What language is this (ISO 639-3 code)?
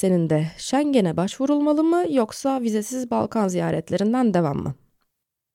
tur